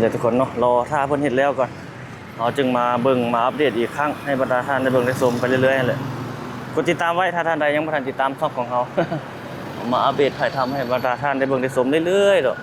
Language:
Lao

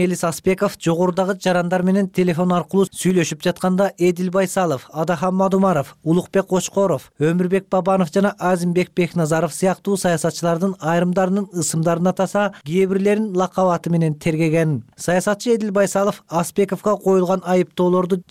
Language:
Kyrgyz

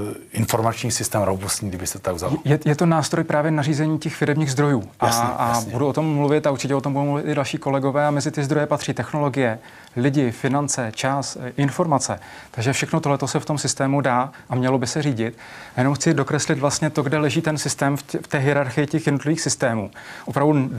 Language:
Czech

